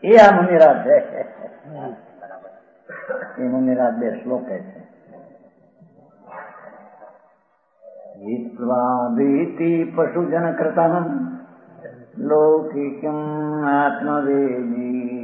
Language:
Gujarati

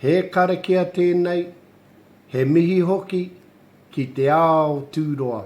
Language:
Māori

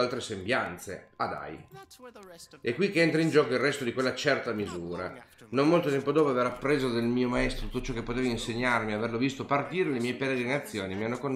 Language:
Italian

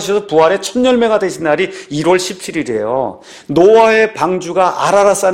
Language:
Korean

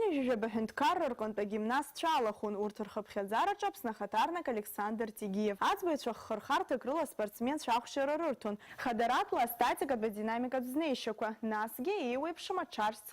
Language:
Abkhazian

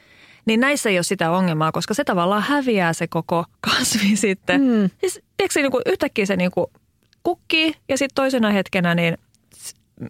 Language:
Finnish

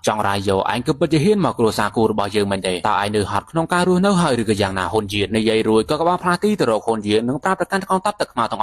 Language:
Khmer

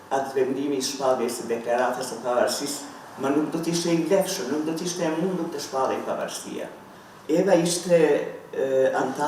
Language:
Albanian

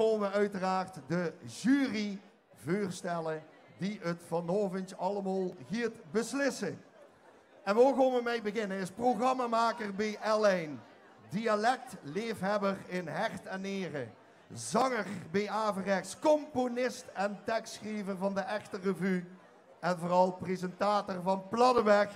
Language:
Limburgish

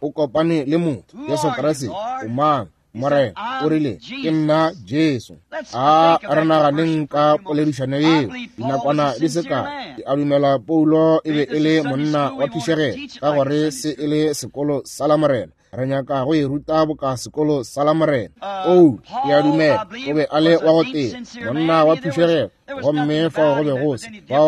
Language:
Northern Sotho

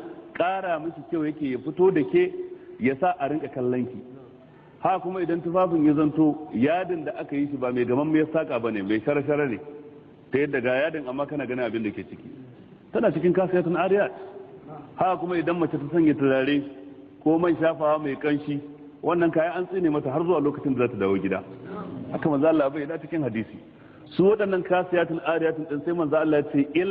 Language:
Hausa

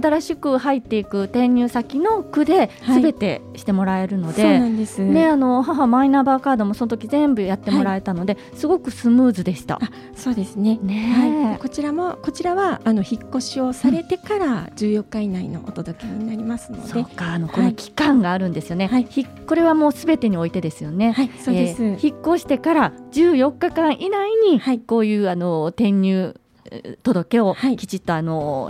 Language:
Japanese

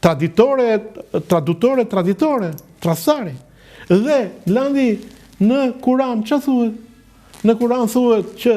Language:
Albanian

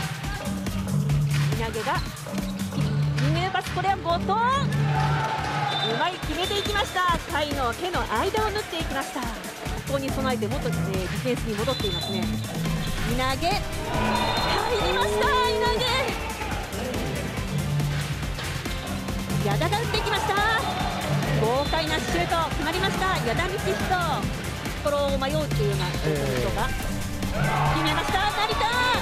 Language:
Japanese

